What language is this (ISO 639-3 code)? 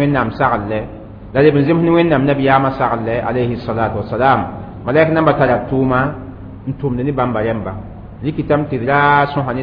mos